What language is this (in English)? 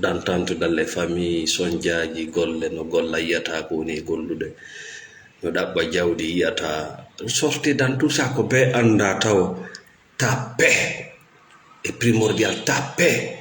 Fula